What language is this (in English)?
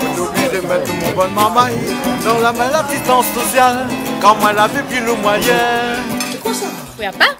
Réunion Creole French